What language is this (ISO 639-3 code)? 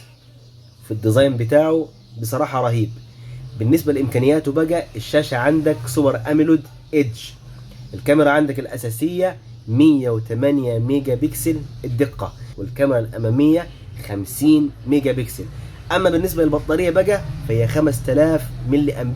arz